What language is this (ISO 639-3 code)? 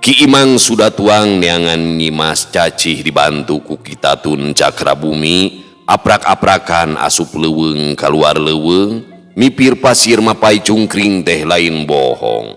sun